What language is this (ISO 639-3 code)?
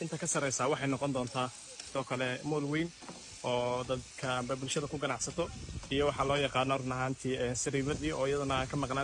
som